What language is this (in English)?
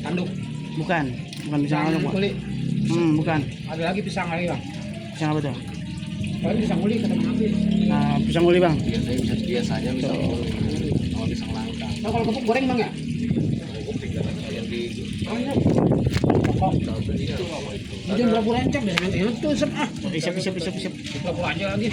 Betawi